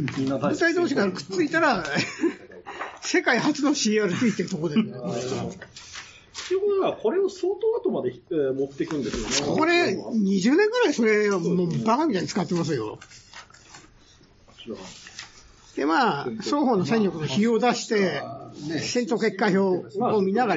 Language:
Japanese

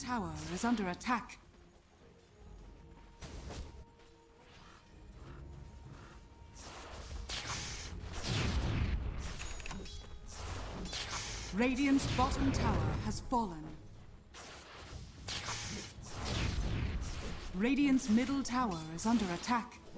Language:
English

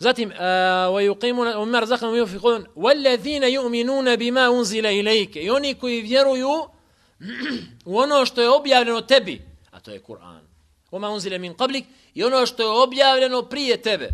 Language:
Bosnian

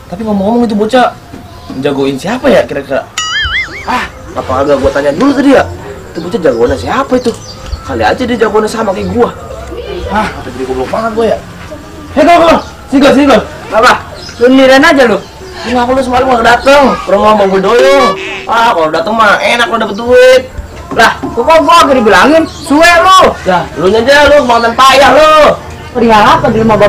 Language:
Betawi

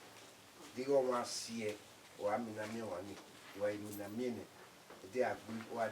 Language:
Bini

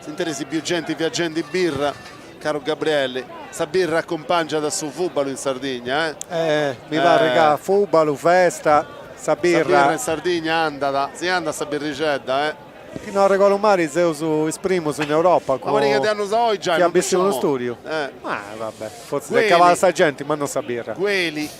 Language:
Sardinian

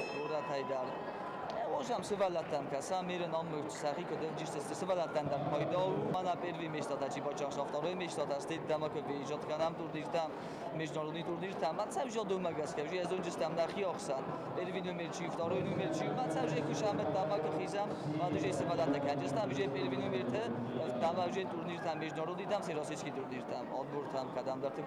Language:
Ossetic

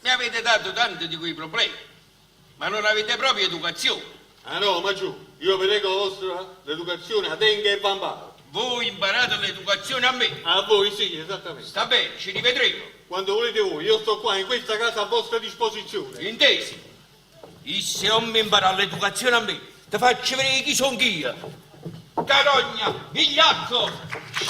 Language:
Neapolitan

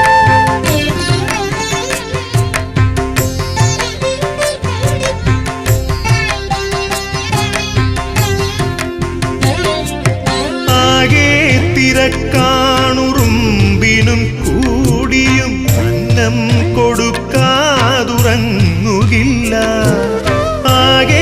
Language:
Malayalam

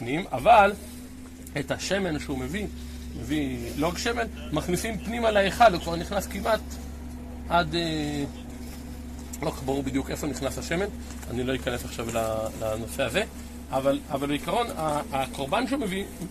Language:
Hebrew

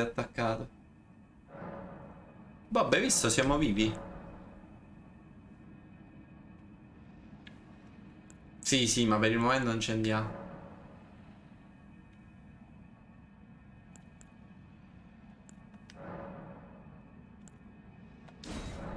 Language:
Italian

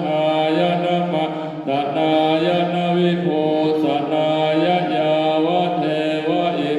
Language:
Pali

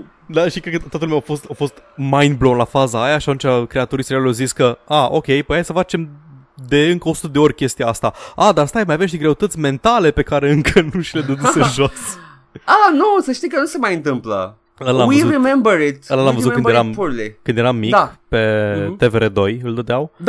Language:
Romanian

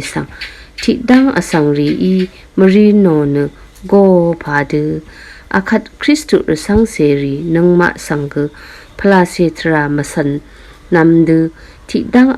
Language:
Rawang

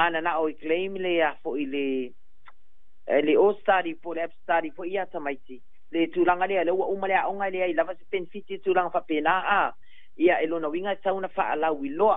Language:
Samoan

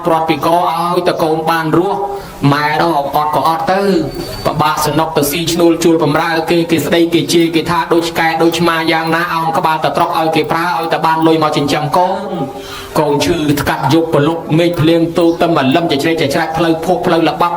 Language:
Khmer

